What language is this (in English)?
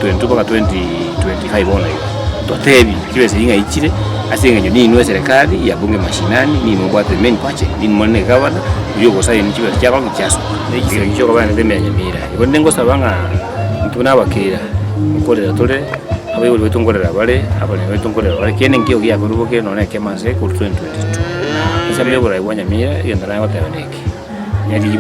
Gusii